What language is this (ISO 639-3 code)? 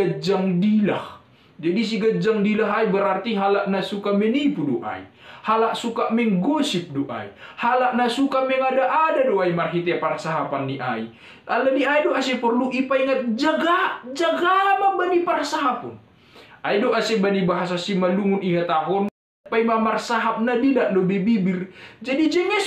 bts